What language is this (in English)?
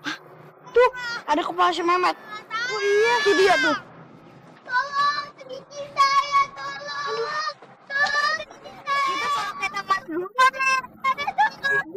Betawi